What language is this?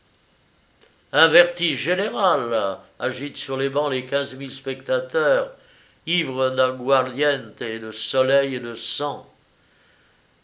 French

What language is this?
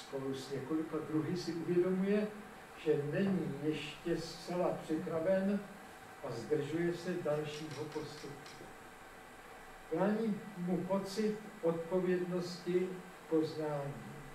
Czech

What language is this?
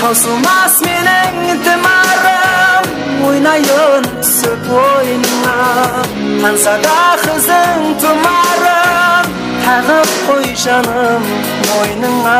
Kara-Kalpak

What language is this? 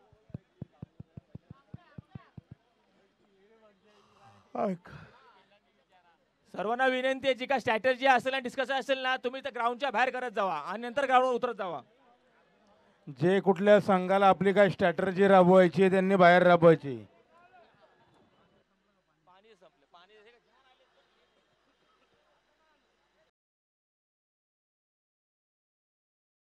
Marathi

